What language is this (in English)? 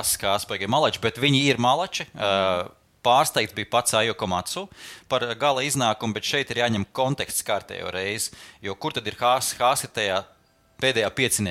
Latvian